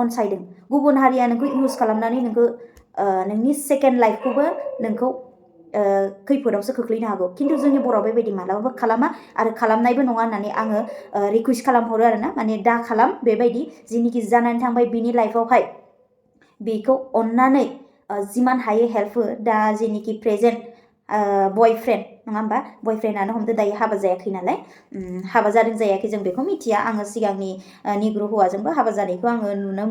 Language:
Bodo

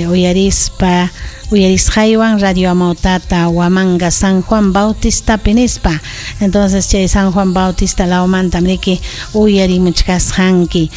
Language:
Ayacucho Quechua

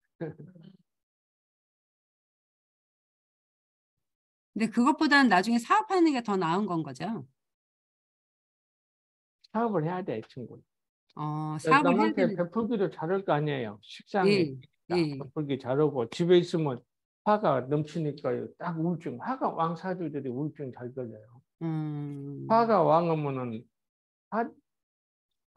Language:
Korean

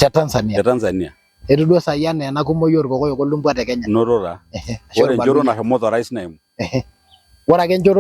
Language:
Masai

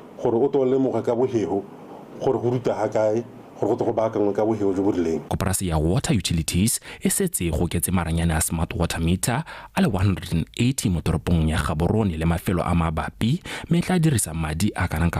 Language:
Tswana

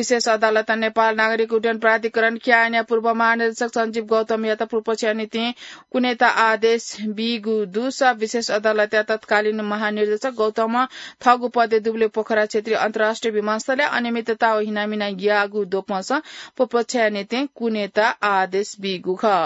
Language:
Newari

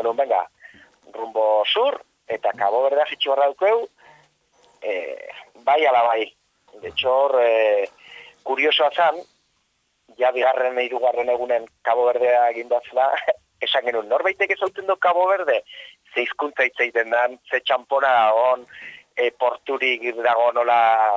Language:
Basque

